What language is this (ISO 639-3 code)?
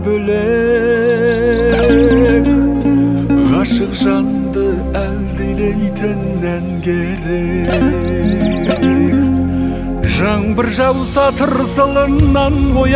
kaz